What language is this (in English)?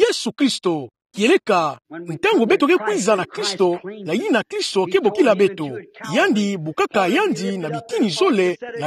Kituba (Democratic Republic of Congo)